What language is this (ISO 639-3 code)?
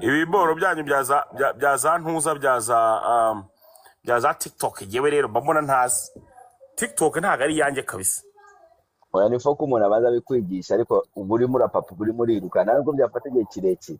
kin